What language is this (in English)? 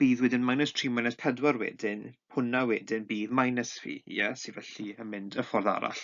Welsh